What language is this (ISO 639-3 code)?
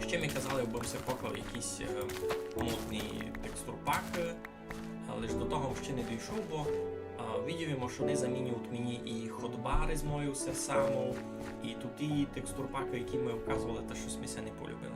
rue